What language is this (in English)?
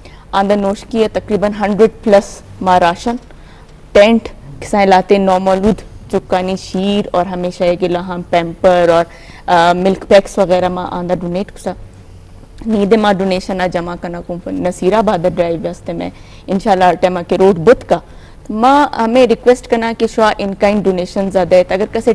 Eastern Balochi